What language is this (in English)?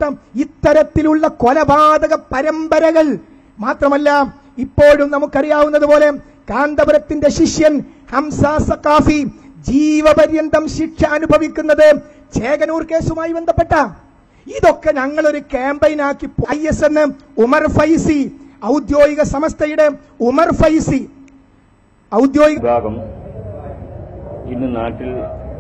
Malayalam